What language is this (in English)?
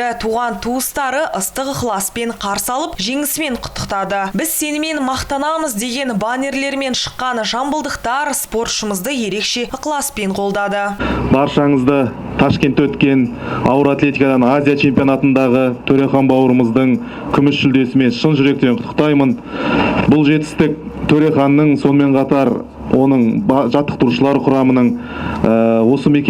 Kazakh